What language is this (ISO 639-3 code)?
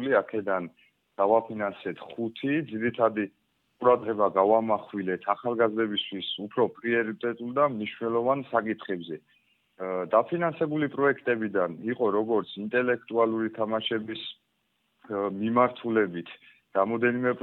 kat